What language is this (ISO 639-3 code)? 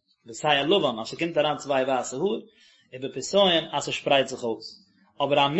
yid